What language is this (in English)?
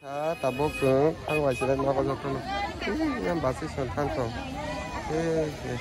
Kok Borok